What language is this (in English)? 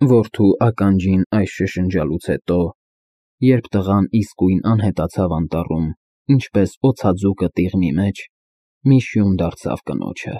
Armenian